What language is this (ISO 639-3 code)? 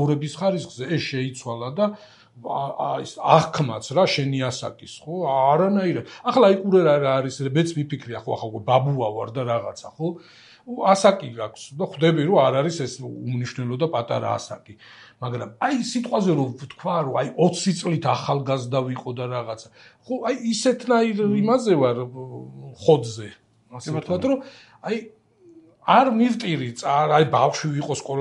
kat